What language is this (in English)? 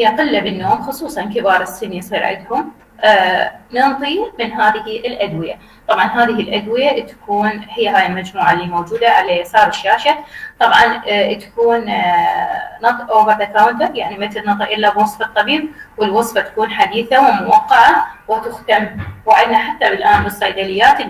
Mesopotamian Arabic